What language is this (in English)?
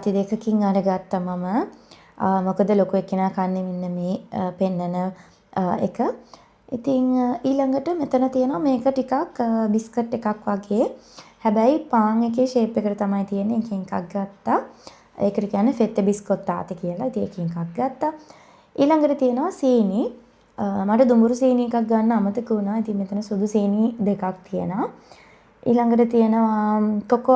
Sinhala